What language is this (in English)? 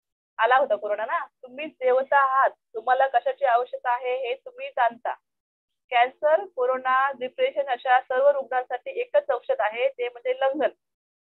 Marathi